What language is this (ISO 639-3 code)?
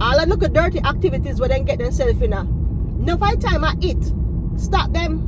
jam